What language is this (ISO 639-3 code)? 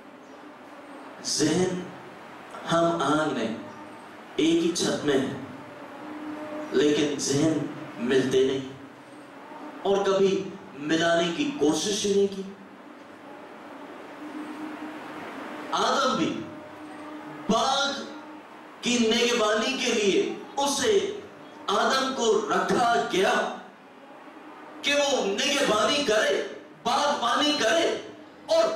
urd